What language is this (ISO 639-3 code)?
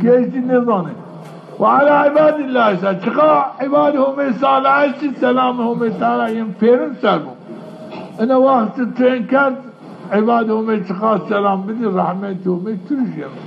zza